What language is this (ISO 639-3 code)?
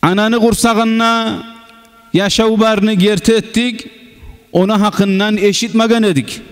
kum